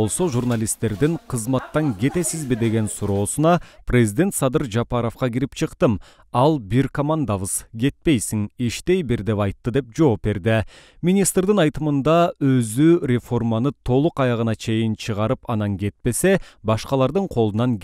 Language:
Kyrgyz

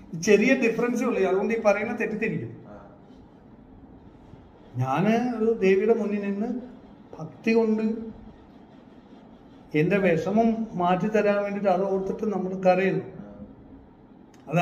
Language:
Malayalam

